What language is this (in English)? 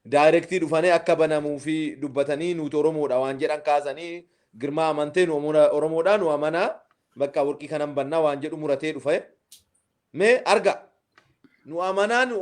Oromo